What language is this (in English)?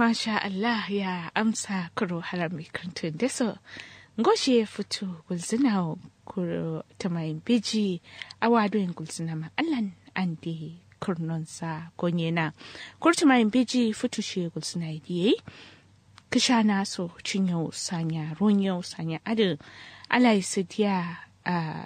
Kanuri